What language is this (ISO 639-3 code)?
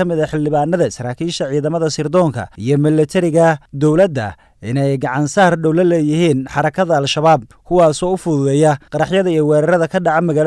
som